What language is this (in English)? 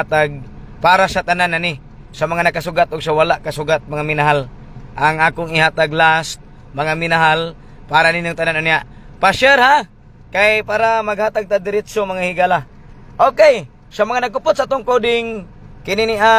Cebuano